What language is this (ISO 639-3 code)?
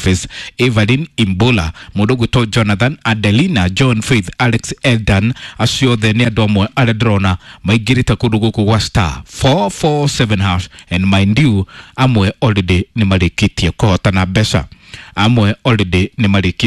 kik